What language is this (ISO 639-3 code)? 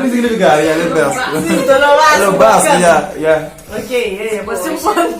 kea